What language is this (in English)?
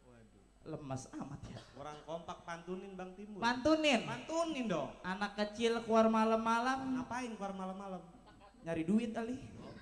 Betawi